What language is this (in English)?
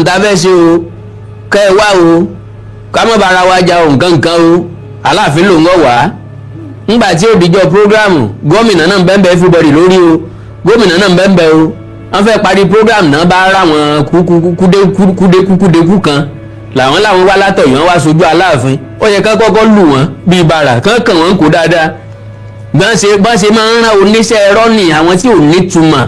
Yoruba